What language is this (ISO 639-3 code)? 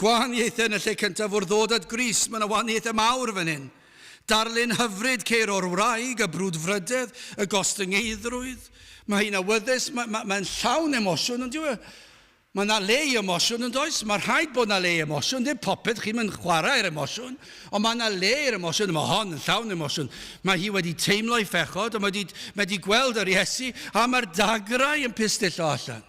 cym